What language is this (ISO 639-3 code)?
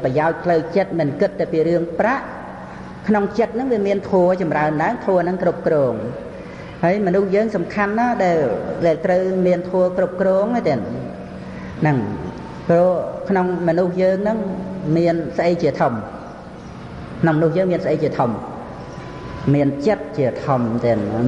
khm